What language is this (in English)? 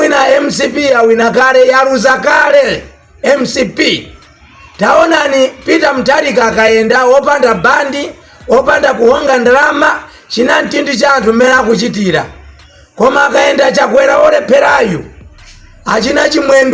Nyanja